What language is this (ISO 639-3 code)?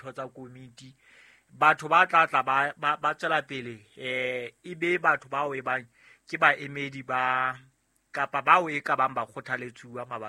sot